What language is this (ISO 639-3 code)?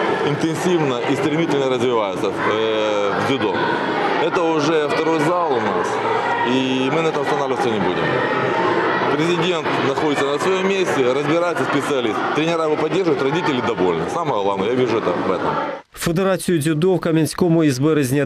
ukr